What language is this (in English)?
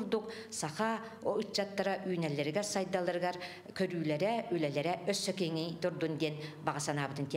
Yakut